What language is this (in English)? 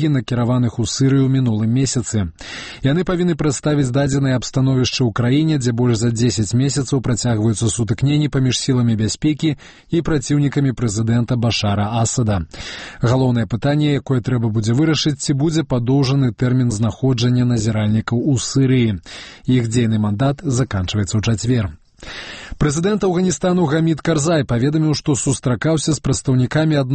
Belarusian